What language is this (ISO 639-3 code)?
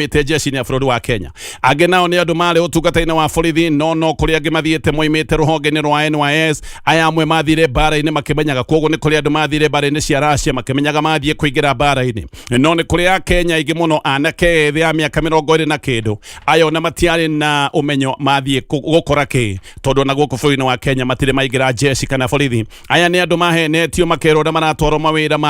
kik